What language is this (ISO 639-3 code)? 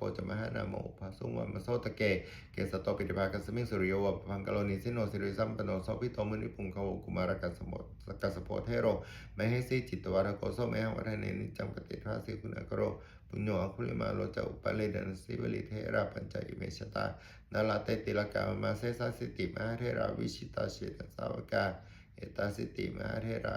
pli